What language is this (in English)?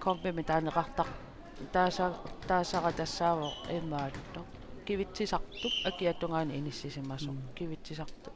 Kalaallisut